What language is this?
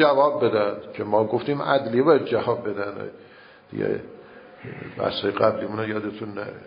Persian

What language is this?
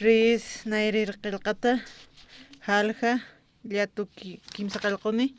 Aymara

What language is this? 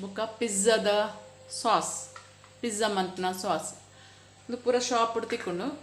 Tulu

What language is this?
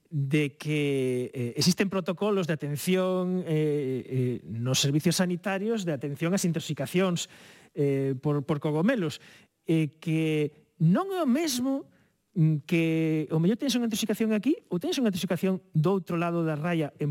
Galician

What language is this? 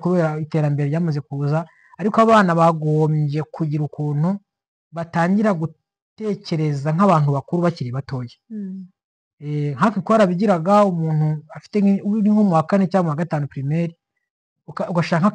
Kinyarwanda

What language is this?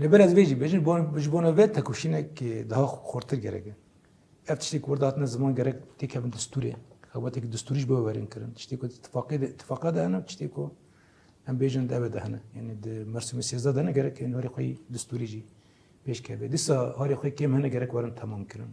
Kurdish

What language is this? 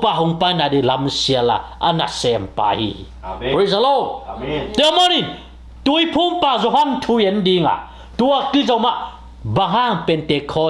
Tedim Chin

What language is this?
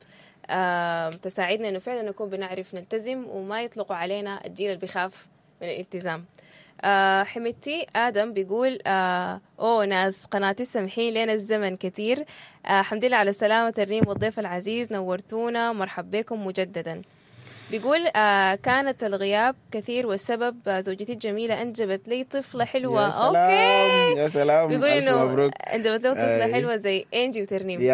Sudanese Arabic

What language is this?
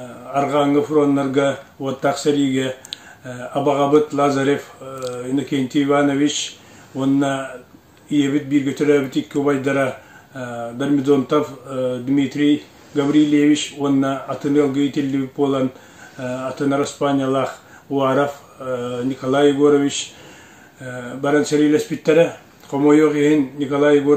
Yakut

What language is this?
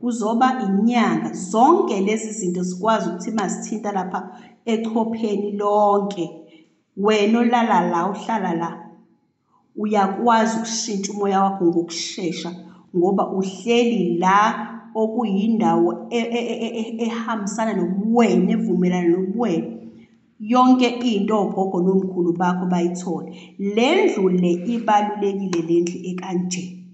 Zulu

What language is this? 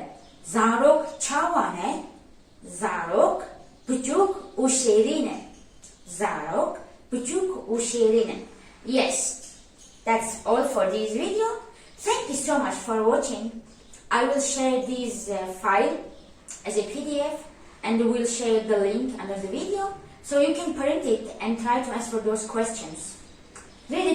Kurdish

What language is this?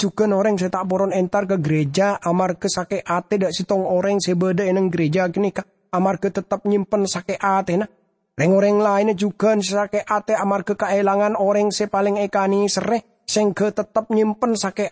Madurese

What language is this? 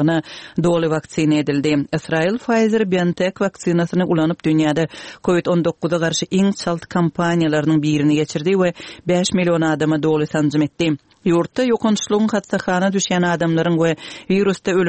Turkmen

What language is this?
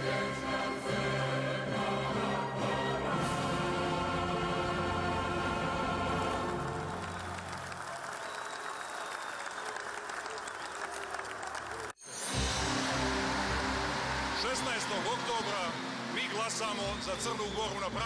Serbian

